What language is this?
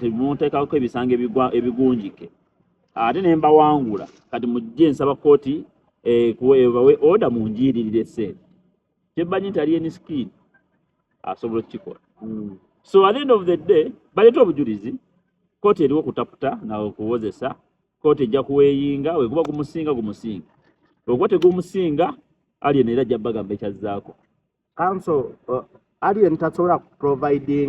Ganda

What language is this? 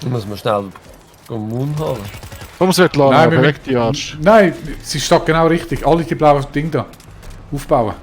Swiss German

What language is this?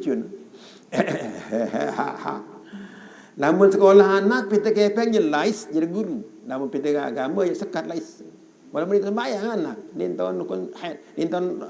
Sasak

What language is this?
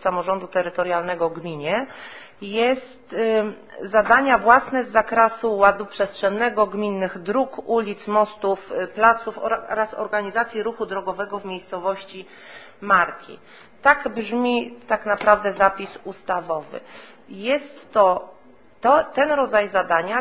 Polish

